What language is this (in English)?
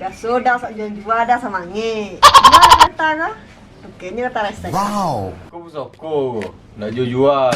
Minangkabau